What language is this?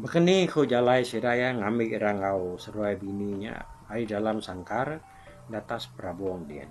Iban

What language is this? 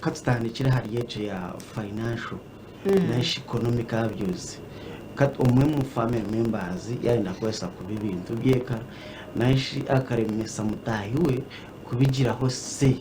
Nyankole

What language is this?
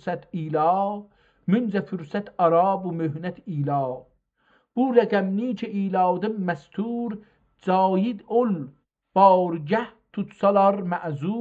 South Azerbaijani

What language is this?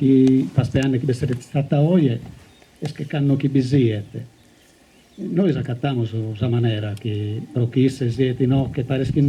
Sardinian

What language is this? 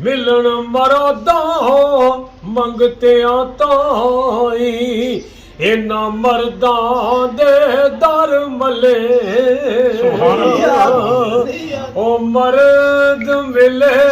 Pahari-Potwari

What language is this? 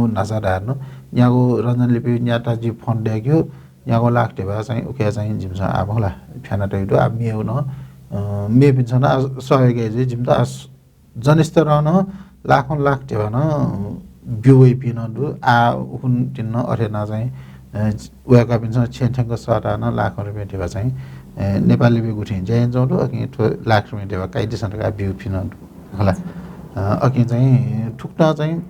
Newari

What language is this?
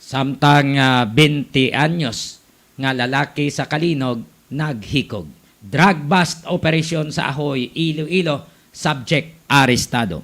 Hiligaynon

